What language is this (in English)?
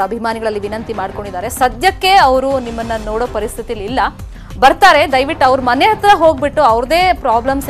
Kannada